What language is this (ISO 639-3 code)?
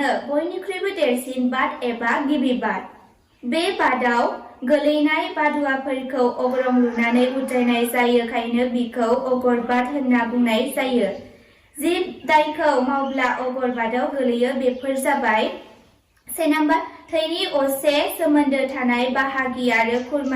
brx